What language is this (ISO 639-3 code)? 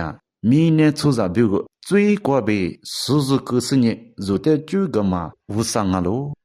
lis